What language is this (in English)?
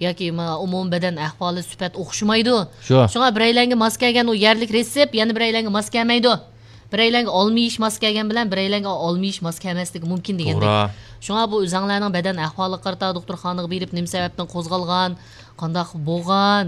Uyghur